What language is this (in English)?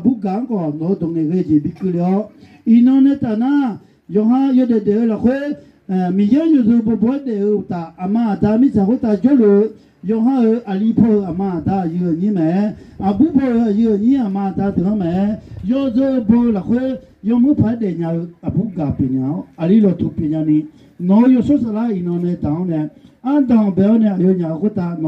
Akha